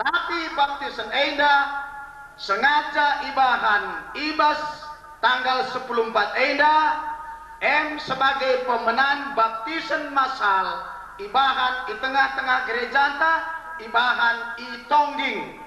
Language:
Batak Karo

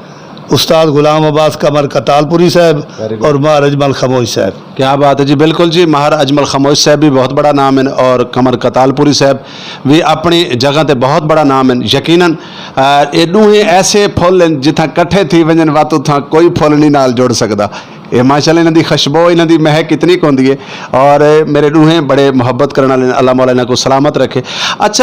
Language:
Saraiki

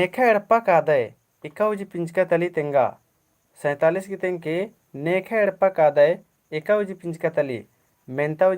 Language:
Kurukh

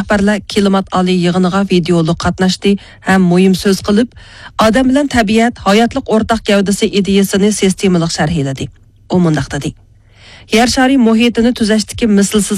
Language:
Uyghur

